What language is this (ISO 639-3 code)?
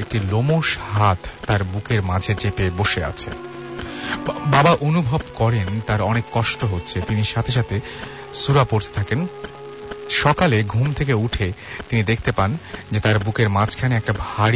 ben